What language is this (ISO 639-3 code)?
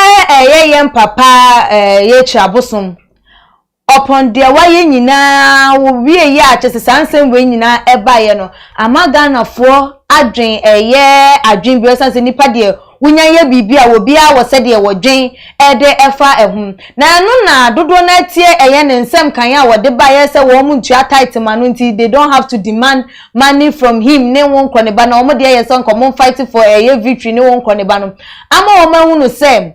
aka